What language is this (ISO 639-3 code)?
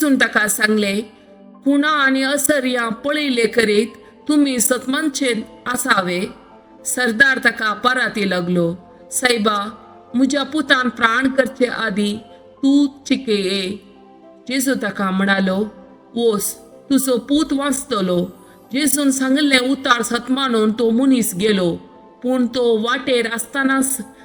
kok